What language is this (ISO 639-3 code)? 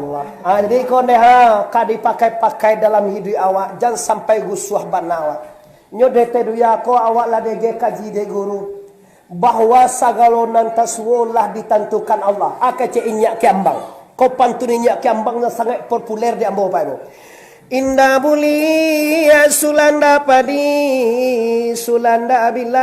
min